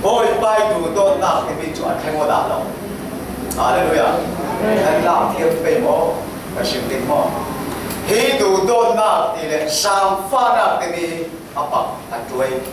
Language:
Falam Chin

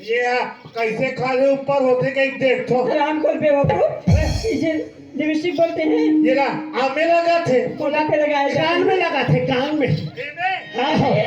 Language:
Chhattisgarhi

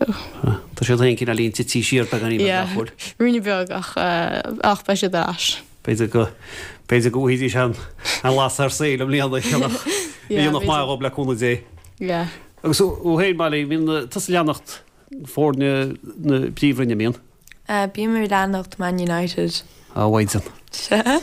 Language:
Irish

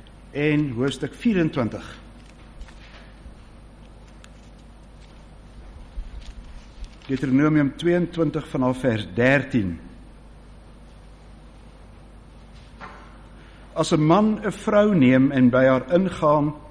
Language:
Afrikaans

